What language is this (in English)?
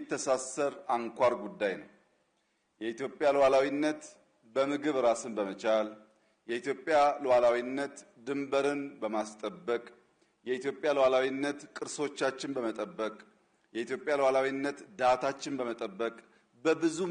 Amharic